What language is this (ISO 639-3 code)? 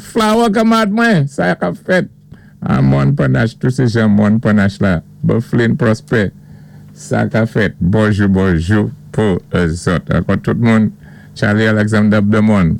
acf